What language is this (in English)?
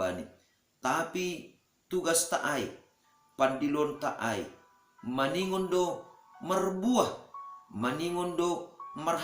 Batak Simalungun